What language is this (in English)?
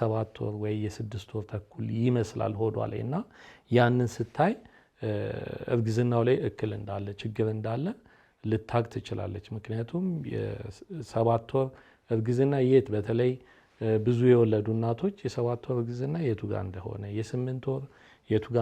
Amharic